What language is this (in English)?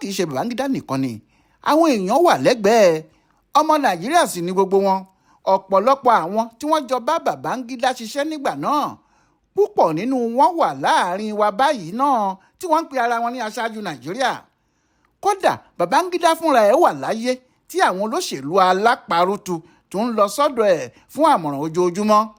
Yoruba